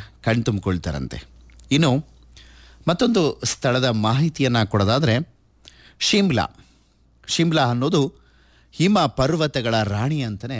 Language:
Kannada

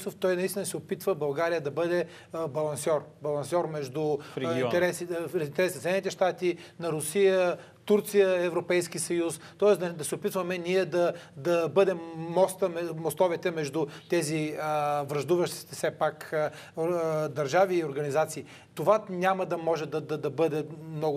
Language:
Bulgarian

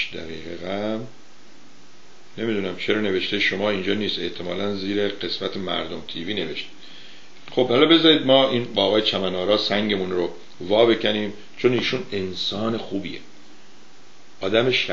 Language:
Persian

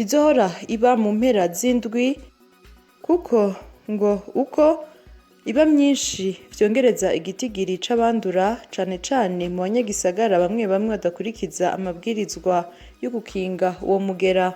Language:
Rundi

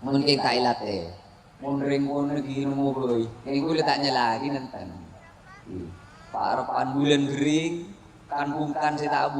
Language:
Madurese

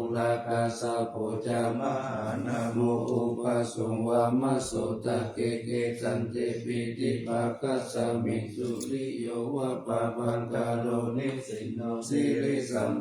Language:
Pali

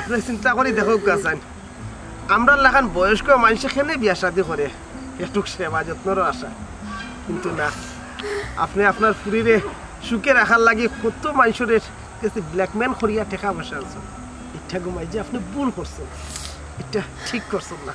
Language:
Sylheti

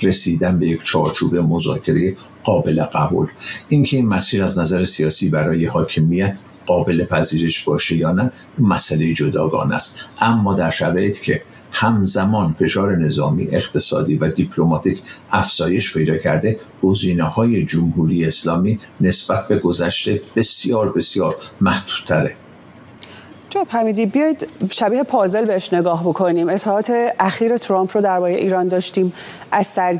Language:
Persian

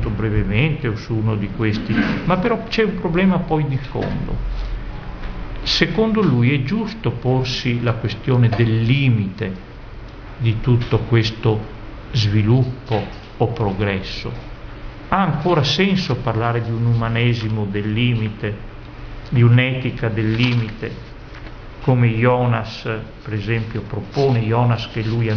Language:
Italian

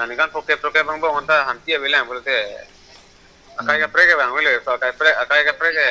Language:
Karbi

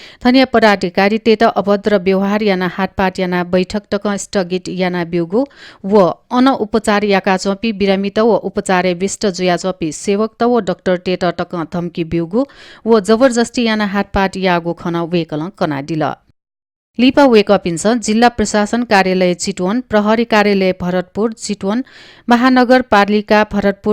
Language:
Newari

